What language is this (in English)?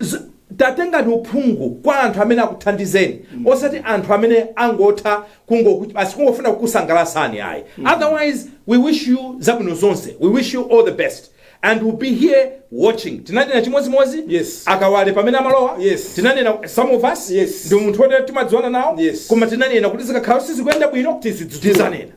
Nyanja